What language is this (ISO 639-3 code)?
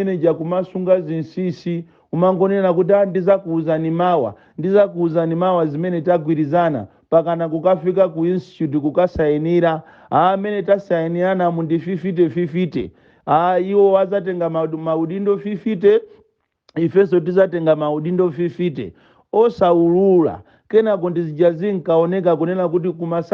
nya